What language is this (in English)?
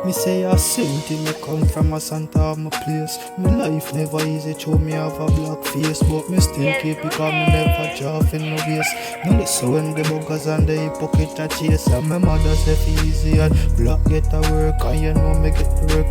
Jamaican Creole English